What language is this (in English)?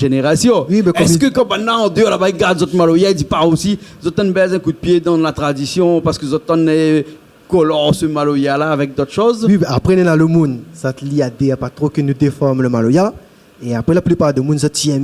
Réunion Creole French